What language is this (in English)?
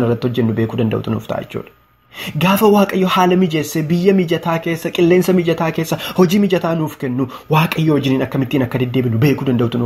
Oromo